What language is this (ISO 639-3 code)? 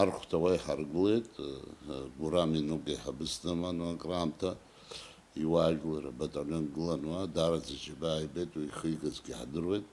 abk